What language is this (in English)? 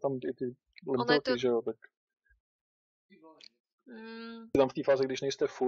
Czech